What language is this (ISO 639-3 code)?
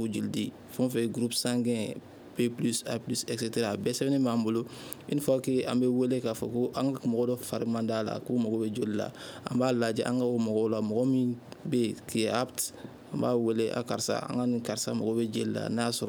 bam